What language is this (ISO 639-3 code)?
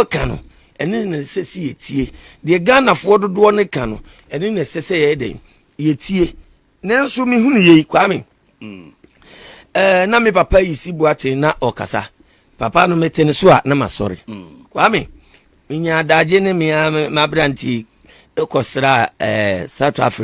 aka